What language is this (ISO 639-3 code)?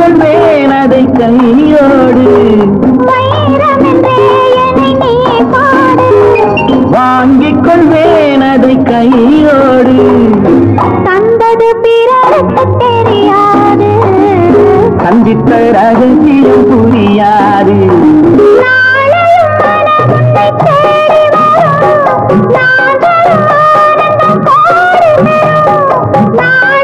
tam